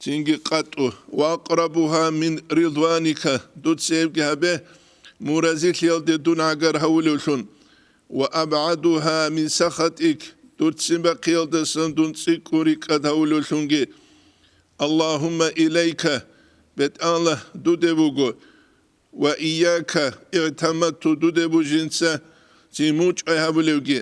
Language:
Avaric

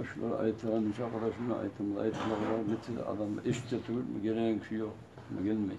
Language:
Kumyk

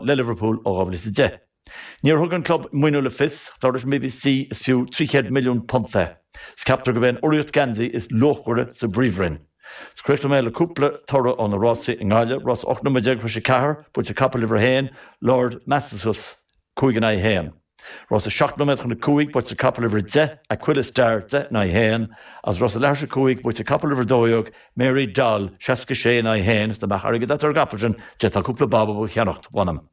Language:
Irish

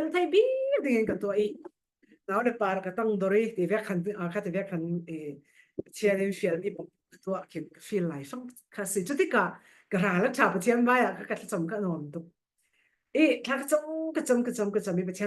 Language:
Falam Chin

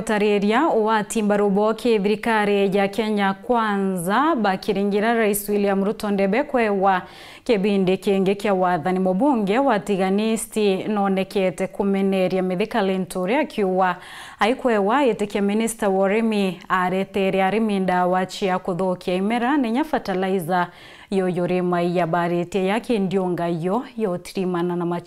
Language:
Meru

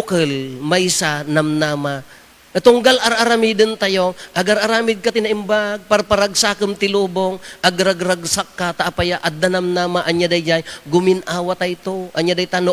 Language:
Iloko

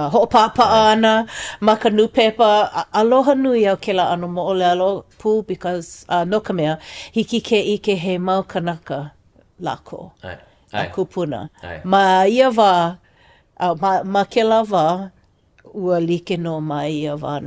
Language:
Hawaiian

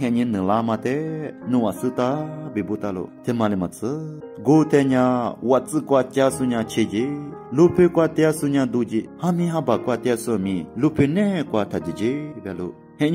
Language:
Lisu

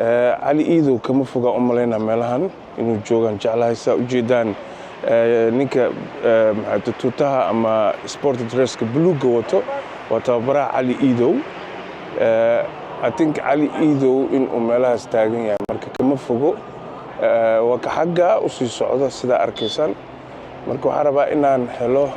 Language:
Somali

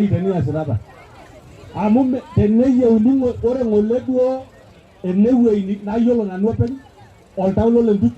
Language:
Masai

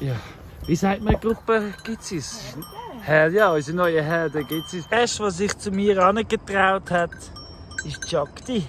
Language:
Swiss German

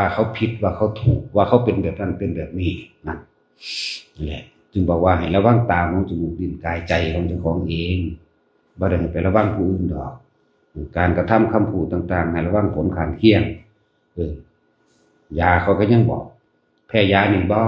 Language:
Northeastern Thai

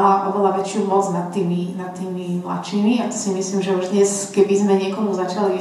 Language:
Slovak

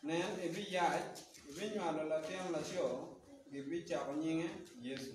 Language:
Acoli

